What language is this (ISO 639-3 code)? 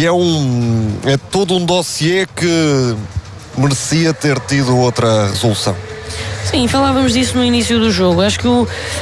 por